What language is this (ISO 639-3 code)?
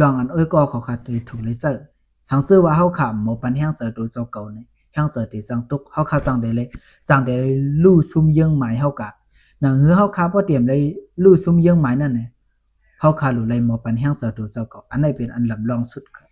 shn